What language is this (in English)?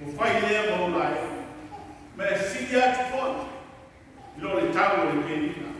Samoan